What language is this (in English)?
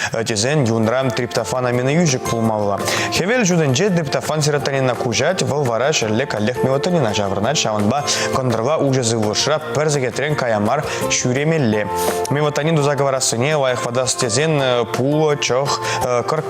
Chuvash